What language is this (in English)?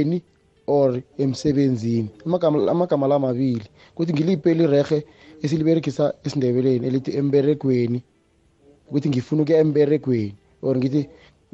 South Ndebele